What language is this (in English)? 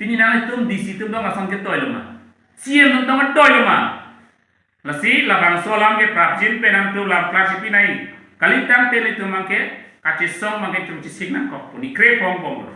Karbi